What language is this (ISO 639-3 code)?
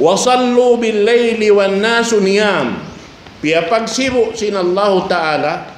tsg